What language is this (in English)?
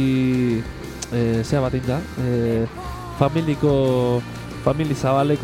Basque